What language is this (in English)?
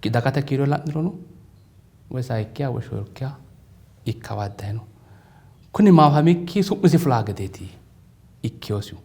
Sidamo